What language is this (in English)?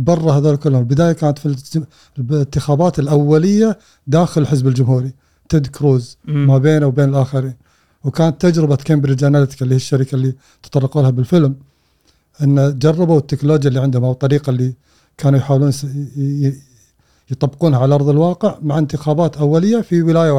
Gulf Arabic